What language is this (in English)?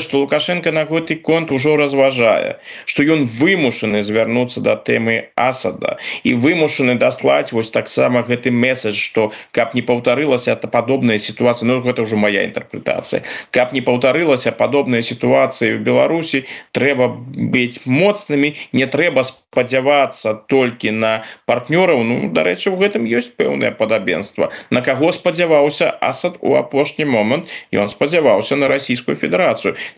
Belarusian